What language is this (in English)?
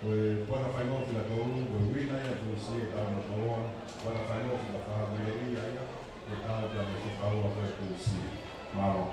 Tongan